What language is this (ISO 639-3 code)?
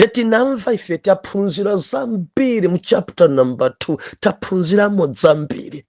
nya